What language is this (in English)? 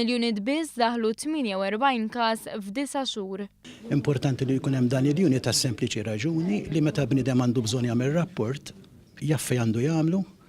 Maltese